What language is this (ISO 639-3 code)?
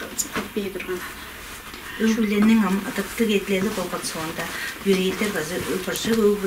tyv